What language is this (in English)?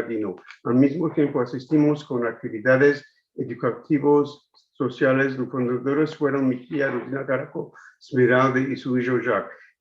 Ladino